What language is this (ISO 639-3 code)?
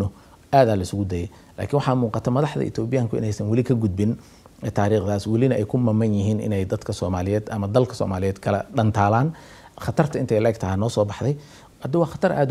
som